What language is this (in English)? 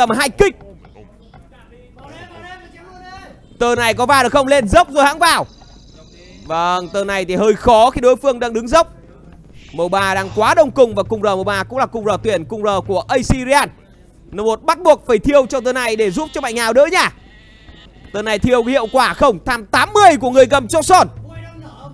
Vietnamese